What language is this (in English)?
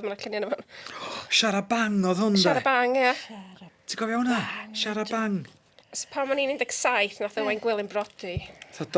Welsh